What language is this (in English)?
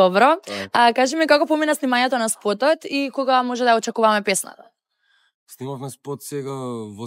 Macedonian